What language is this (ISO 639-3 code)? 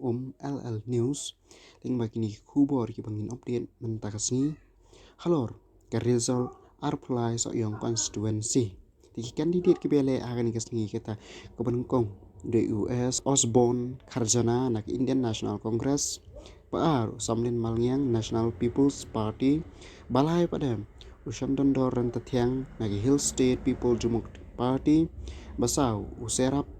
kha